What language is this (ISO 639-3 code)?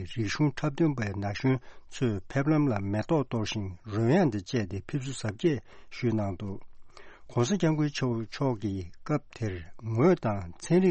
bod